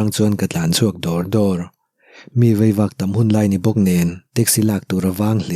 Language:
Mizo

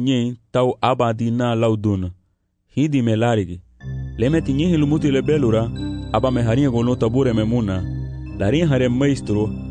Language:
Garifuna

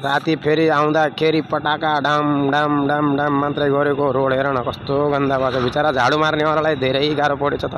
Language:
Nepali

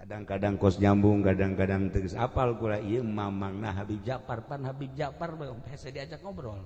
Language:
Sundanese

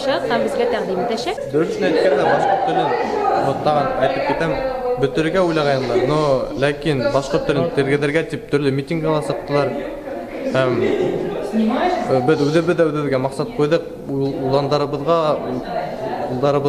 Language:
Tatar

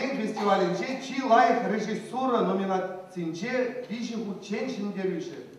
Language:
Chuvash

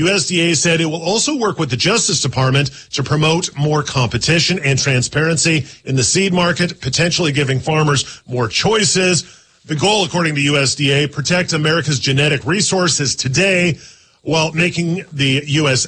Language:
English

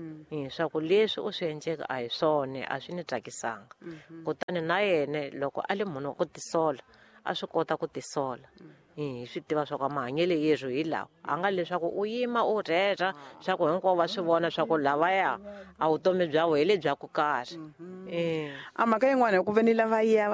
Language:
Tsonga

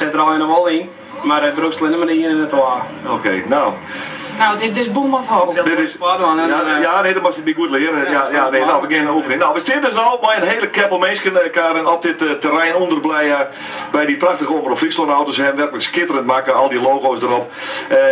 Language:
Western Frisian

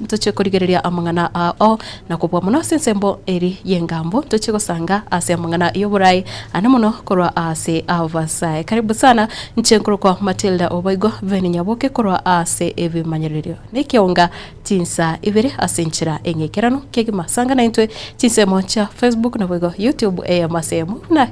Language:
Gusii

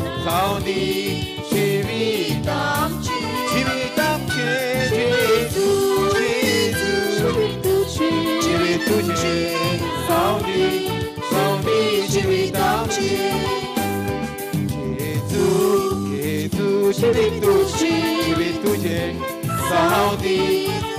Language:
Konkani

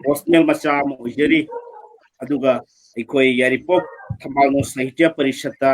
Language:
Manipuri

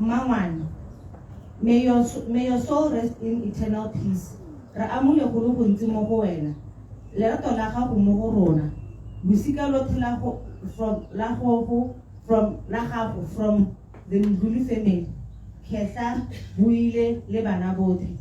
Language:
Tswana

